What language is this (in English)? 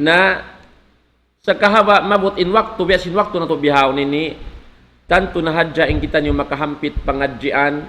Tausug